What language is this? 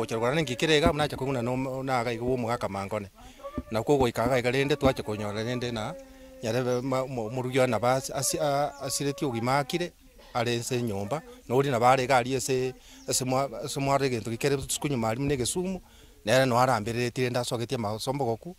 Gusii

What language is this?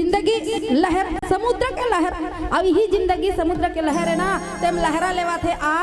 Chhattisgarhi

